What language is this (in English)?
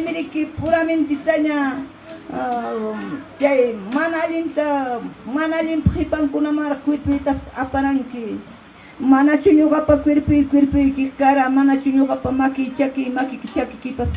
Ayacucho Quechua